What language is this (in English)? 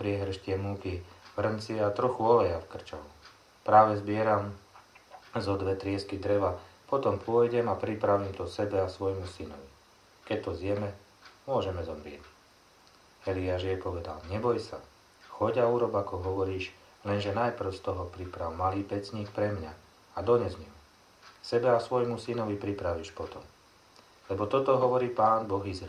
Slovak